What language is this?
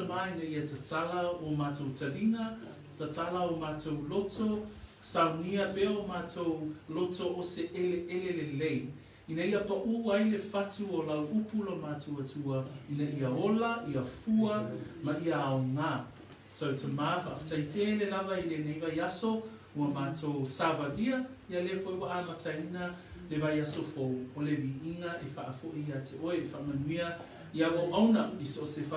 Samoan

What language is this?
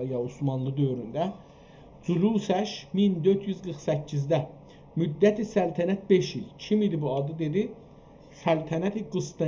South Azerbaijani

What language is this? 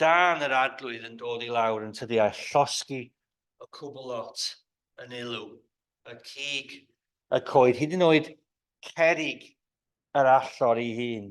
Welsh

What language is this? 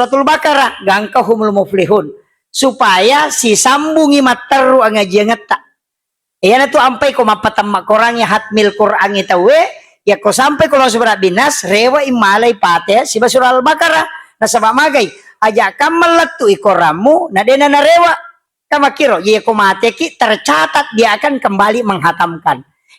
Buginese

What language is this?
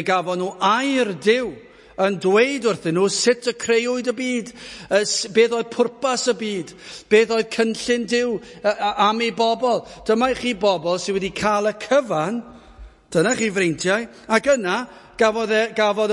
Welsh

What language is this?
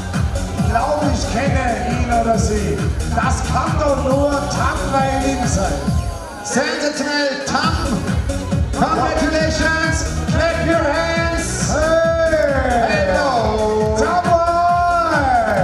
German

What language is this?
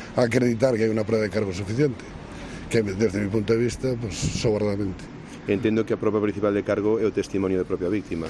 Galician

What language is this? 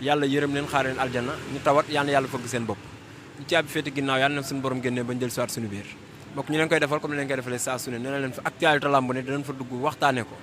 Wolof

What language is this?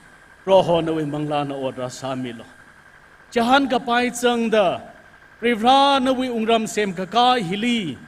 Tangkhul Naga (India)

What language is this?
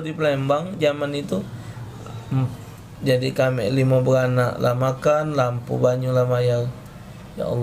Musi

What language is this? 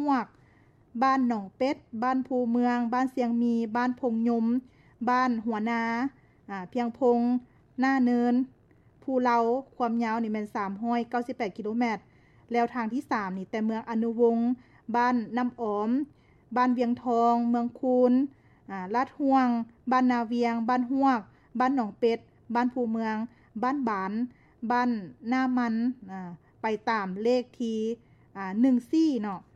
Lao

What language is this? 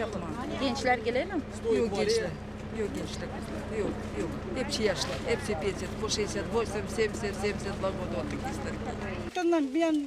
Gagauz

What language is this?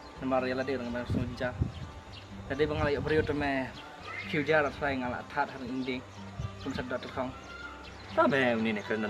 Khasi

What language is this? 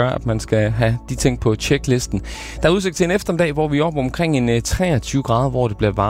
Danish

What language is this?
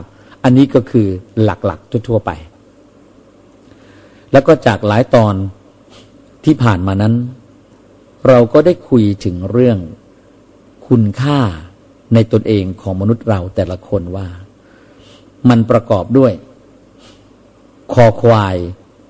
Thai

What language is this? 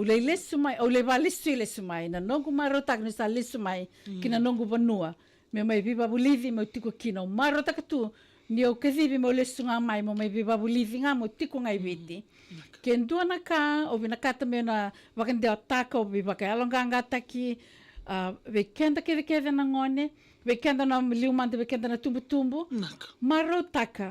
Fijian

